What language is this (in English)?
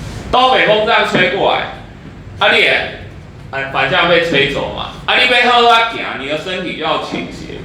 Min Nan Chinese